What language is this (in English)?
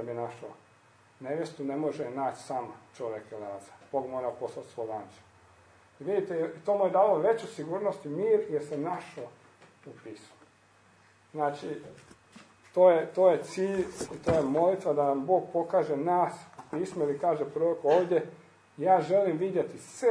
Croatian